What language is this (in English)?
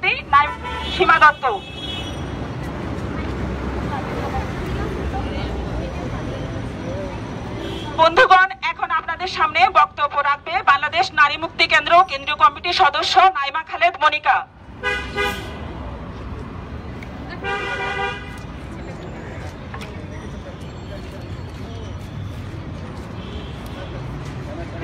Bangla